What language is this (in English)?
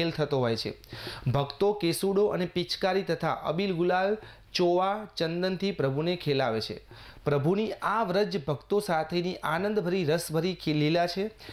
Gujarati